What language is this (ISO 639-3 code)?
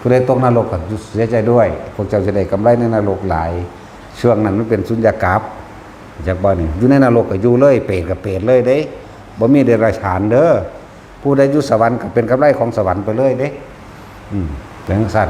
tts